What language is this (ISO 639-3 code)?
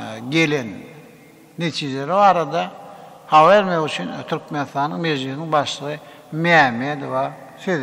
tuk